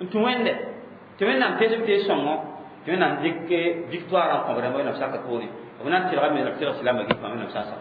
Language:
Mossi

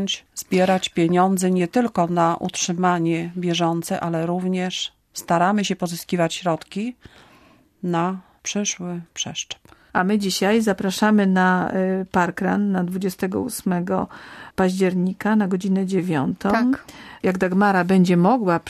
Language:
Polish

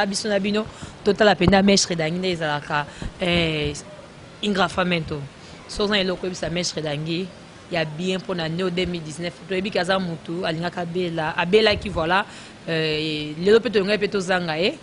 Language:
Lingala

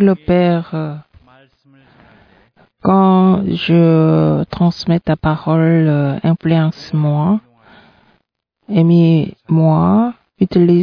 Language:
French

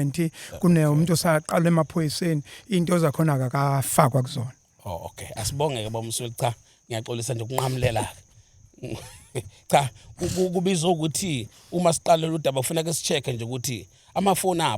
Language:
Zulu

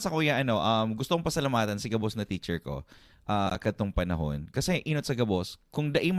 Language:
Bikol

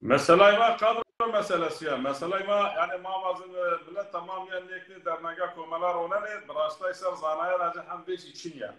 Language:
Zaza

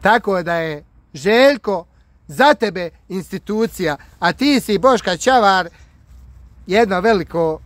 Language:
Bosnian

